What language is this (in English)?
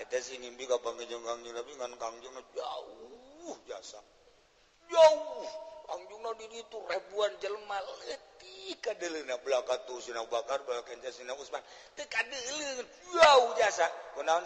Sundanese